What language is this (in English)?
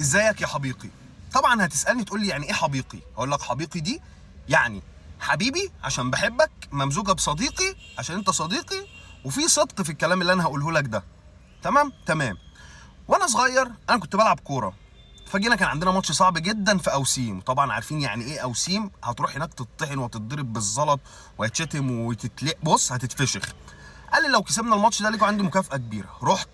Egyptian Arabic